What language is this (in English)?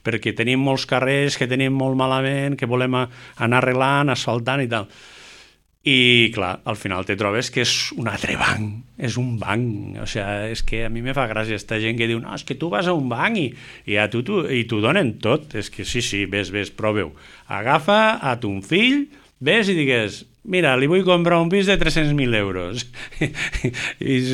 Catalan